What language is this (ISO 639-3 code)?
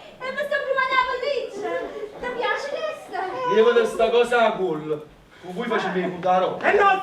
nap